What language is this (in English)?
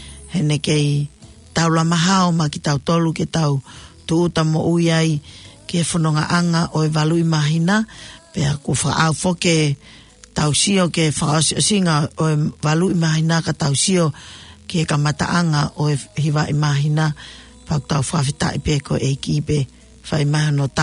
Tongan